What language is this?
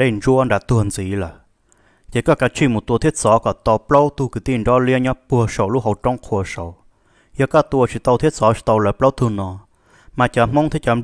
Hmong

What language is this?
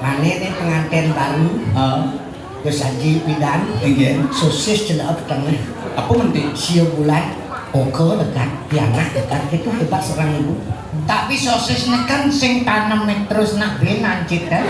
Balinese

